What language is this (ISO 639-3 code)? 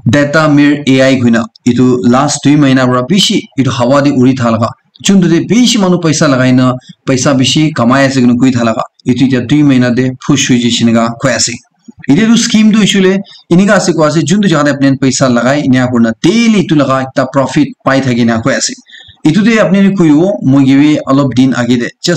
nag